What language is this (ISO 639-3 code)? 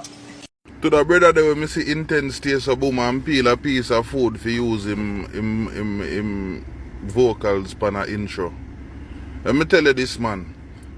jam